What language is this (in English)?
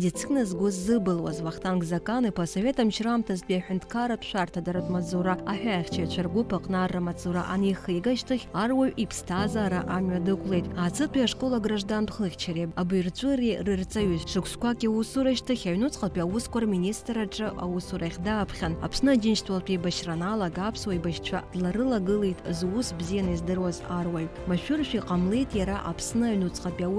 Abkhazian